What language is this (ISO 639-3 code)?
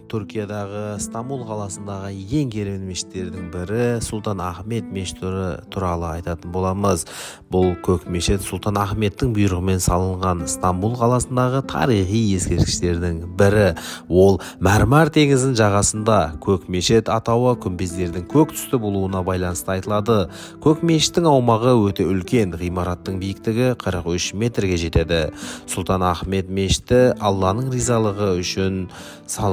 kaz